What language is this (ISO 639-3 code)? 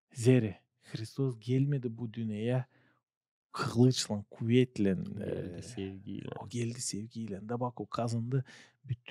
gag